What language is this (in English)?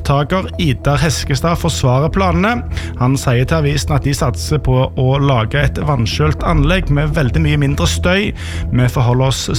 Norwegian